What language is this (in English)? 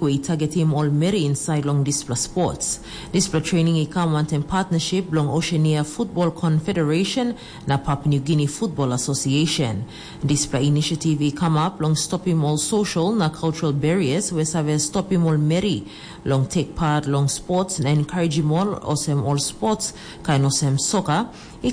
Tok Pisin